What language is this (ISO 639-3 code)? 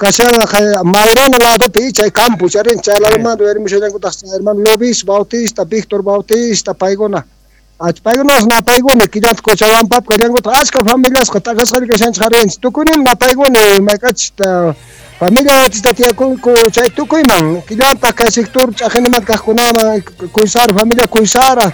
que